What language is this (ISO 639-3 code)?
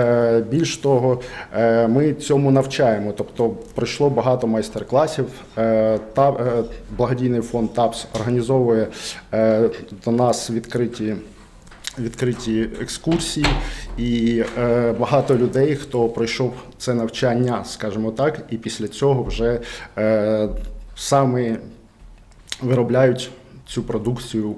ukr